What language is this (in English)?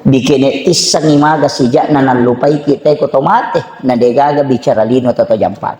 Buginese